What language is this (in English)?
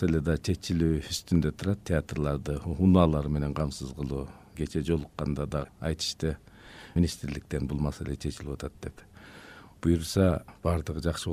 Kyrgyz